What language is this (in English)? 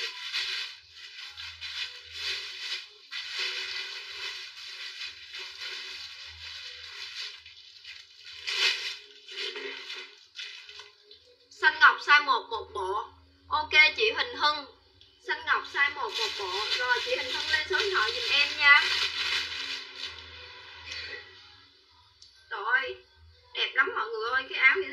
Vietnamese